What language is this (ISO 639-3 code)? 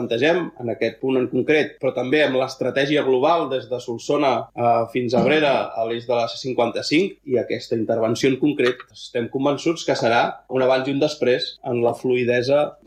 cat